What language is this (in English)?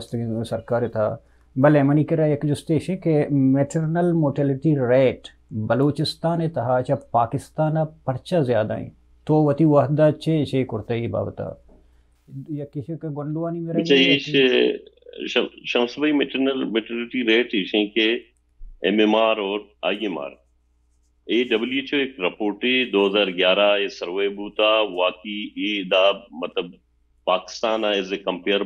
Baluchi